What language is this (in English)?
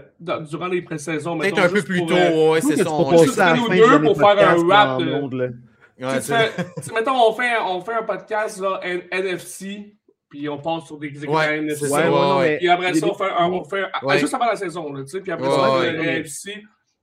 French